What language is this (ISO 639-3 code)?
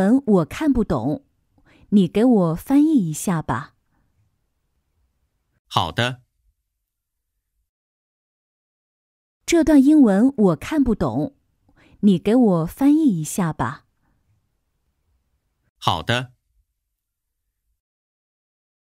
zho